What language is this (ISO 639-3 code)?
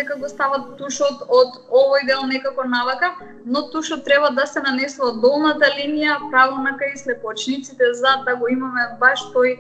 mkd